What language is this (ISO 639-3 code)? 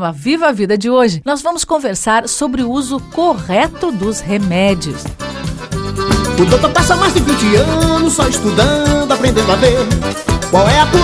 por